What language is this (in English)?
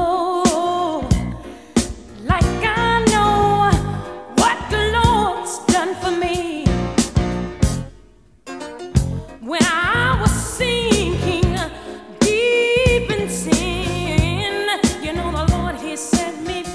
English